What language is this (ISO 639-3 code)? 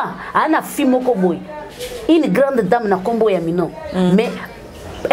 lin